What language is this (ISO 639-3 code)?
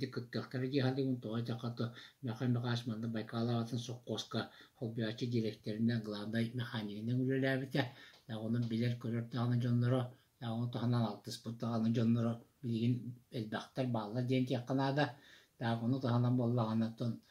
sah